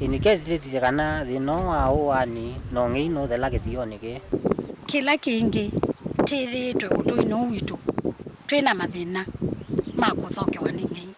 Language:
Kamba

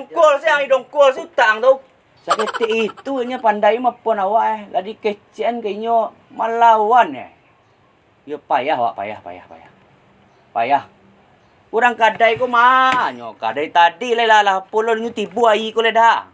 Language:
Minangkabau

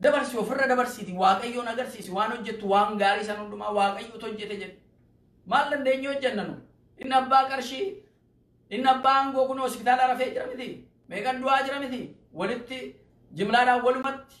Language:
Oromo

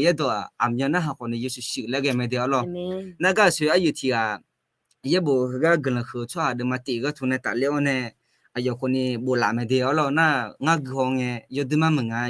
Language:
Akha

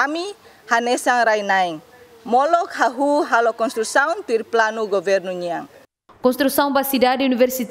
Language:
Tetum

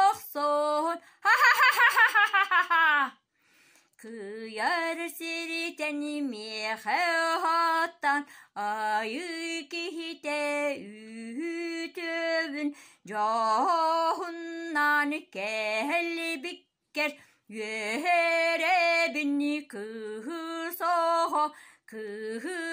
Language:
Yakut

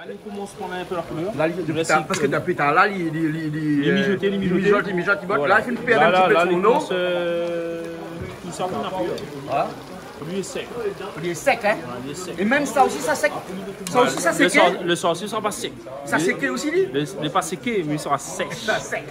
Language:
Réunion Creole French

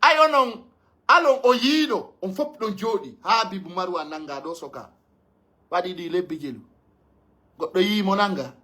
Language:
Pular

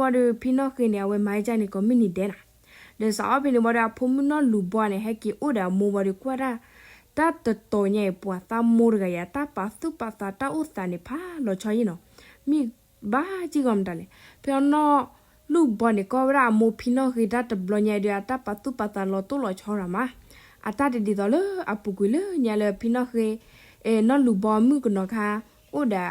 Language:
S'gaw Karen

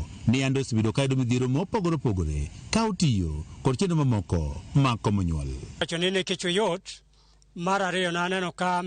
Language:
Luo (Kenya and Tanzania)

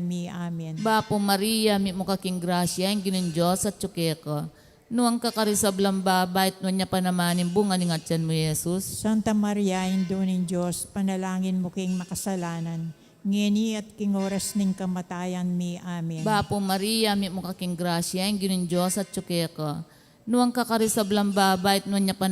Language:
Pampanga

